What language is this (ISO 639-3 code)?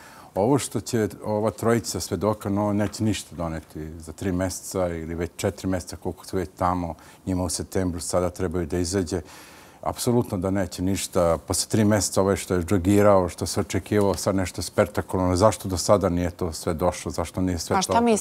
srp